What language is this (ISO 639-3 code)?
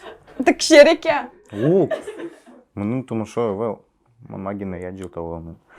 udm